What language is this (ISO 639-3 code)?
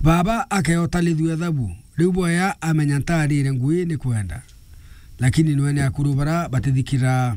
mer